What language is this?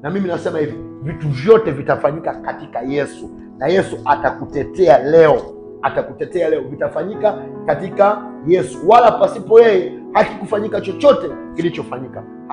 Swahili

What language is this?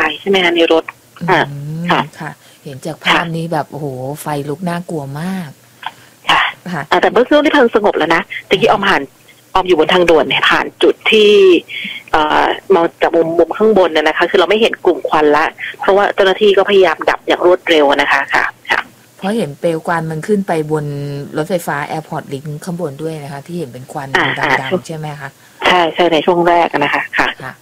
Thai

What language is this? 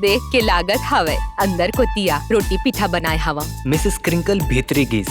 Chhattisgarhi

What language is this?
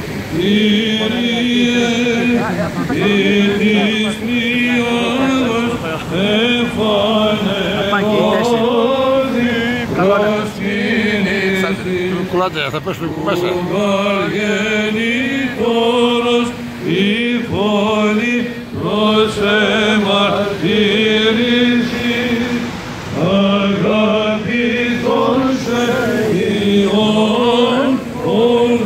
Greek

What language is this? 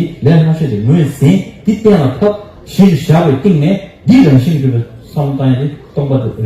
Tibetan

